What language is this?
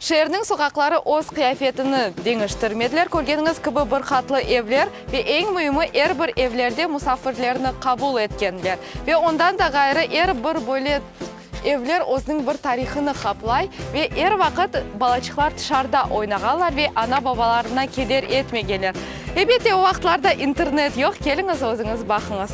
Crimean Tatar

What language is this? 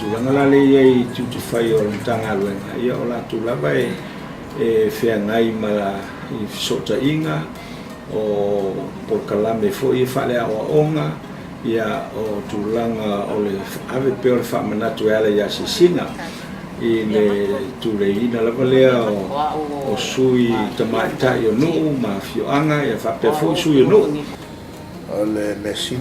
Samoan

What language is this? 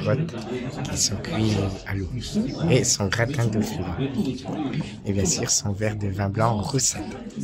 French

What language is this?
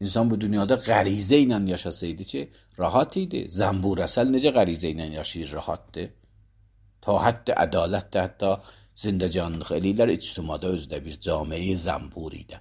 Azerbaijani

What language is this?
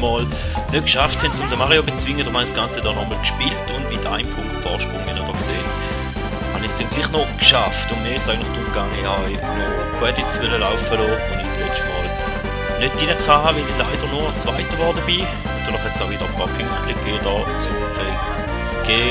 Swiss German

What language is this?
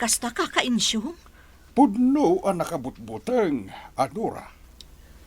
Iloko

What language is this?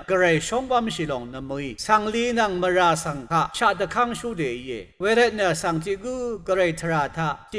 Rawang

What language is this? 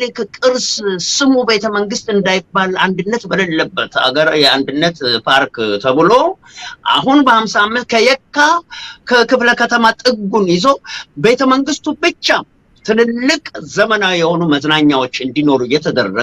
Amharic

